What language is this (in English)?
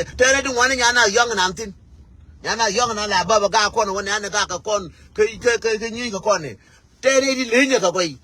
Nuer